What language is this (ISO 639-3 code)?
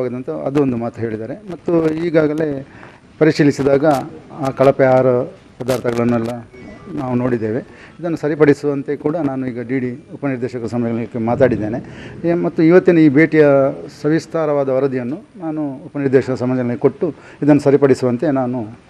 kan